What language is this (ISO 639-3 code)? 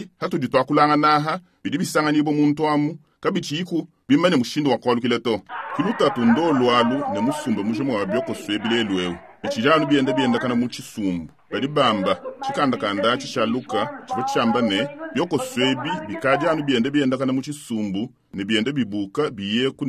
lua